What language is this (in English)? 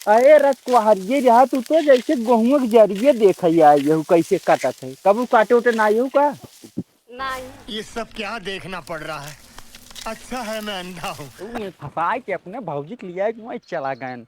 Awadhi